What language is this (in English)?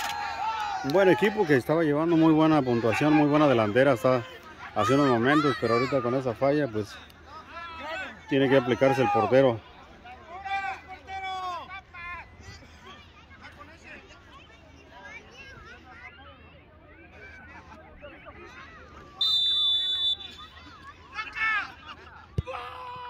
Spanish